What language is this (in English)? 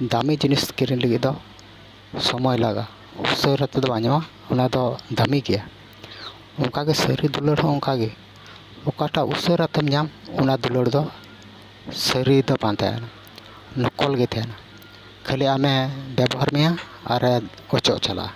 Santali